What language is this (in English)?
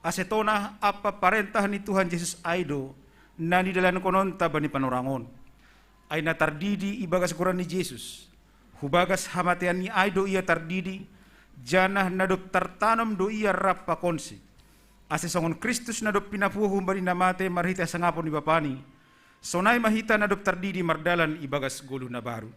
Batak Simalungun